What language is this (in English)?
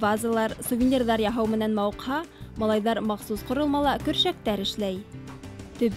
Bashkir